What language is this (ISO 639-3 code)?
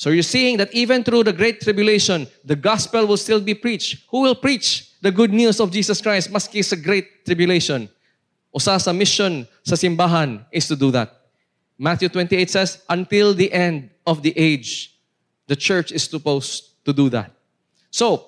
ceb